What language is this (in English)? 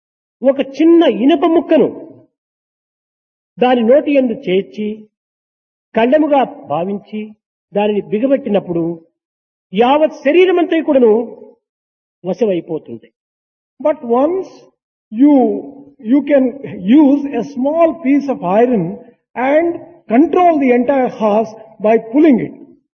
Telugu